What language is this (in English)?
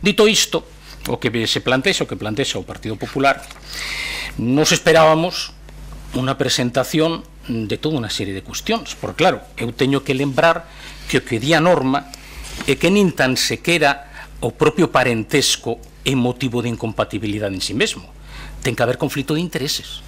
Galician